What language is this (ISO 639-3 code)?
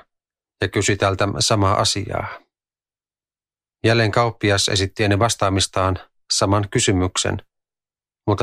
fin